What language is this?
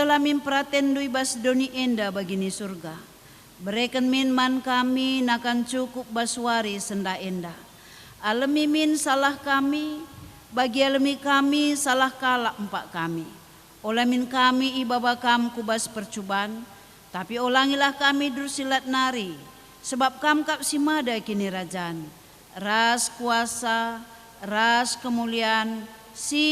Batak Karo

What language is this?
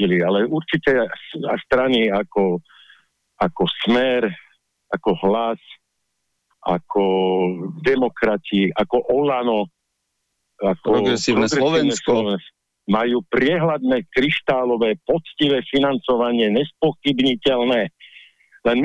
Slovak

